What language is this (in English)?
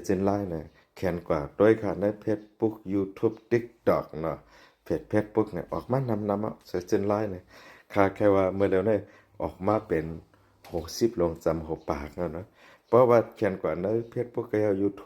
Shan